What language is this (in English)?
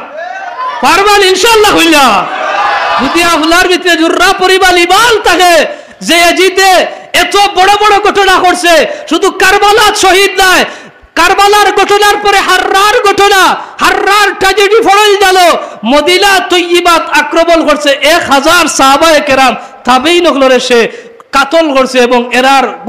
Sylheti